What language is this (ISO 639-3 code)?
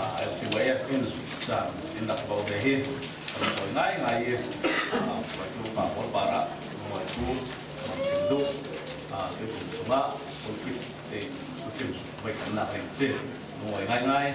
cfm